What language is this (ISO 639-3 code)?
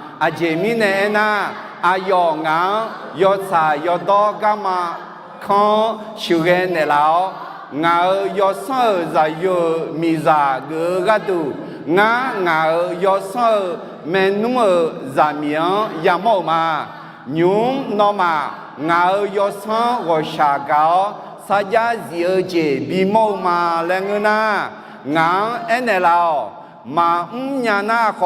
ahk